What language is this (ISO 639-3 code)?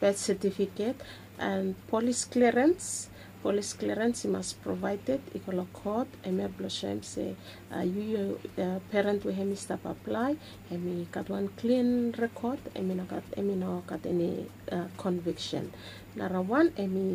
bis